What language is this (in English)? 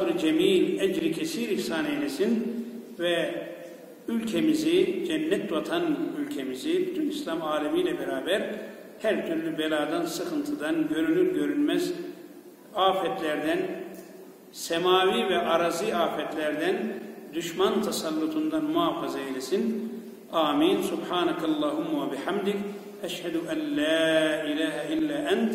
Turkish